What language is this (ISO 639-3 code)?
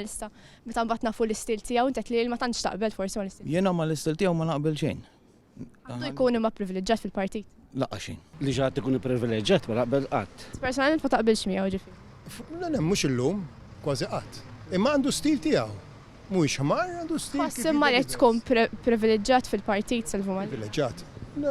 mlt